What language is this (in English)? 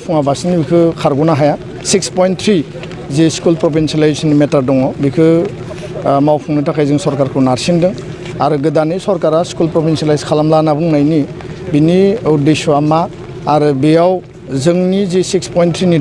Bodo